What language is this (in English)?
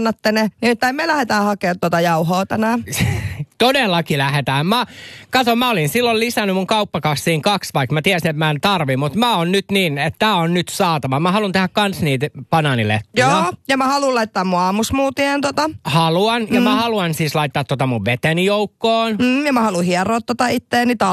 Finnish